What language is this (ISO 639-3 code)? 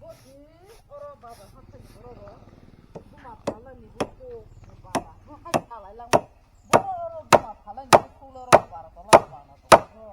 trp